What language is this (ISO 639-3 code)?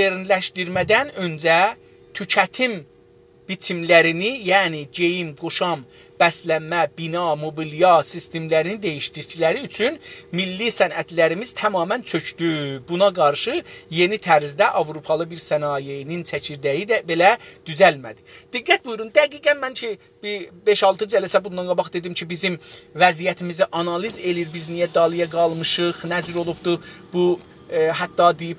azb